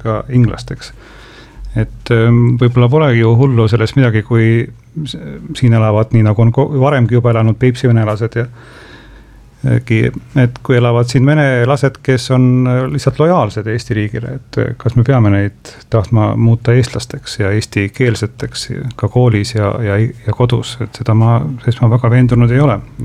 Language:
Estonian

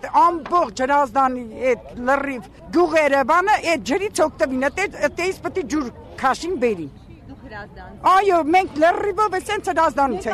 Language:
Armenian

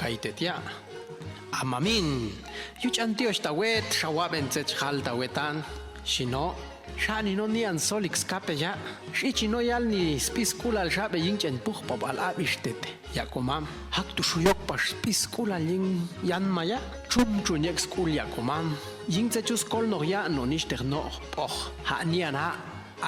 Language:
Popti'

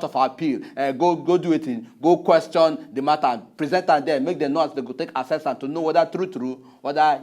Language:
Nigerian Pidgin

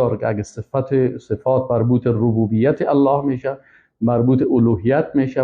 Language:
Persian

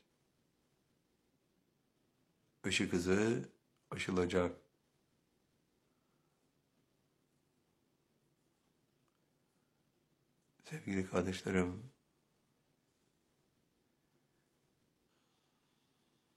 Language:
Turkish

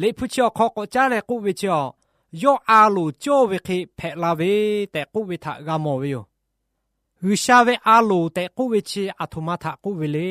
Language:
Lahu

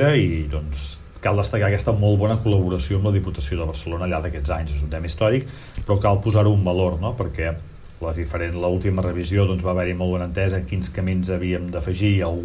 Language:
Catalan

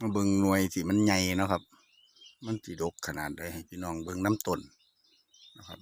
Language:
Northeastern Thai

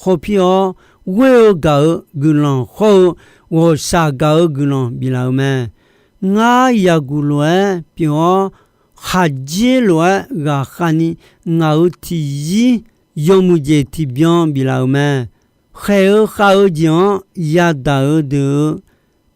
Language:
Akha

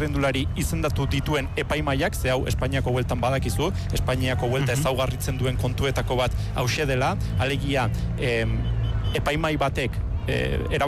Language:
Basque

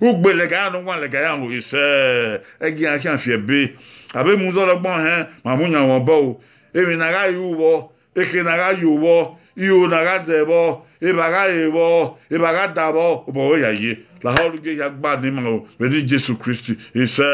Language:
Bini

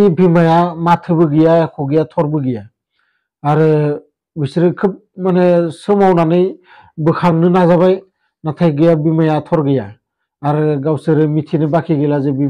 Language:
Bodo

